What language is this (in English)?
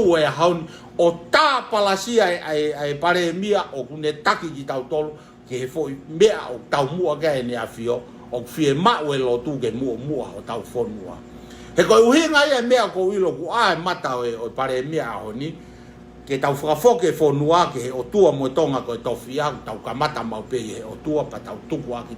Tongan